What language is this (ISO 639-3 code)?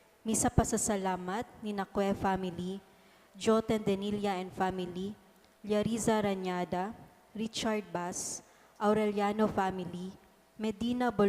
bik